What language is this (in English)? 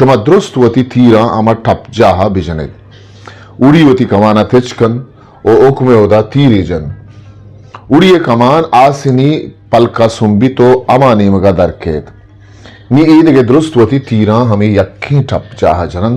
Eastern Balochi